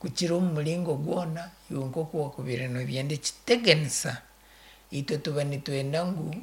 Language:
Nyankole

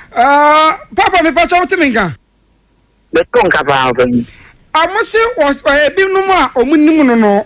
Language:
Akan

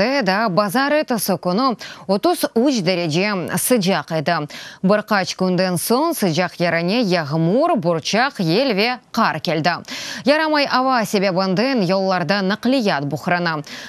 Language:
Crimean Tatar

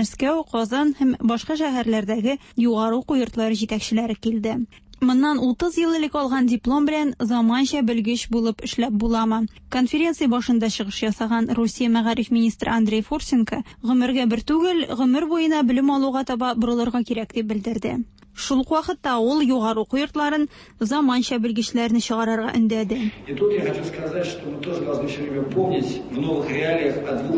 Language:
Tatar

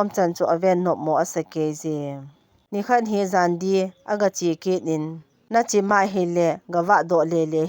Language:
Thado Chin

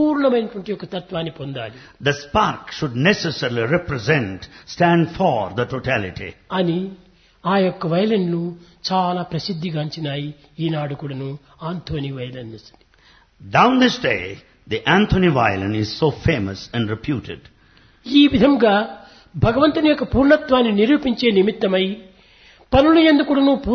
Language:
Telugu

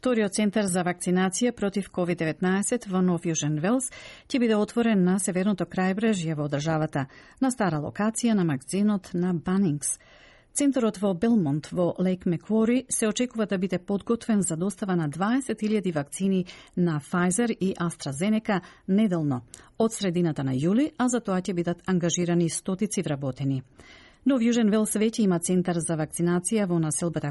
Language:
Macedonian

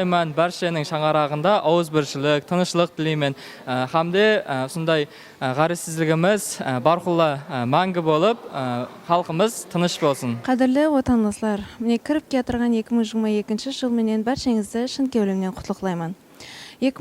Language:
Kara-Kalpak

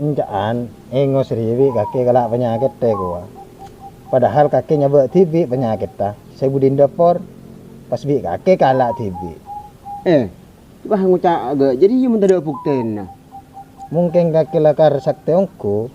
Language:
Madurese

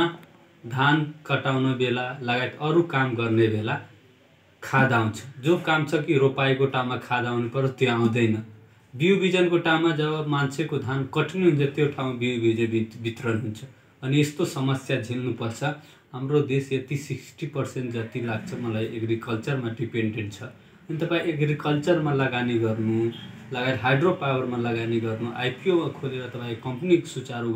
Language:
Nepali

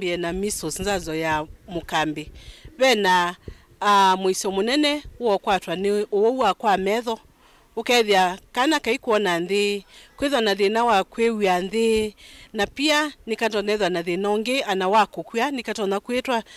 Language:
Kamba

